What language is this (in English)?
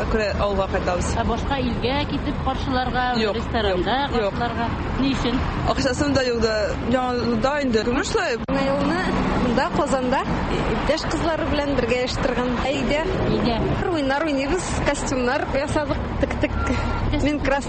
Tatar